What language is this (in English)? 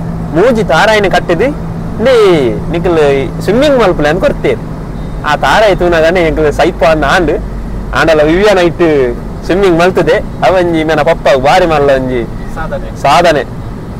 Tulu